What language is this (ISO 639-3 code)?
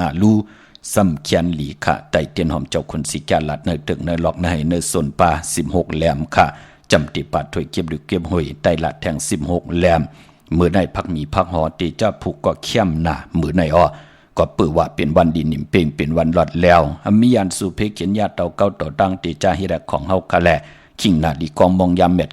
shn